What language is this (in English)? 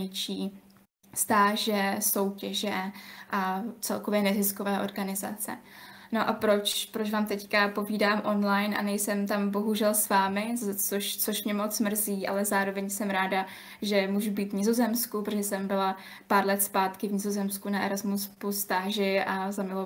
Czech